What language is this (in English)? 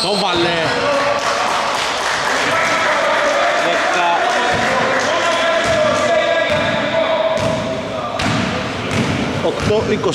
Greek